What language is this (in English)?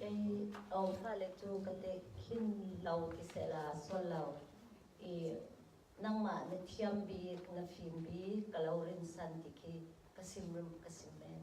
Falam Chin